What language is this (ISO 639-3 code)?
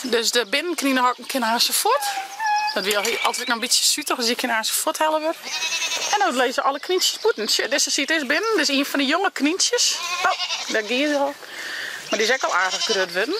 fry